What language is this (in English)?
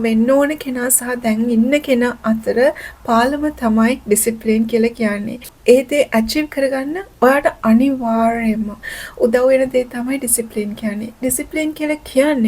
Sinhala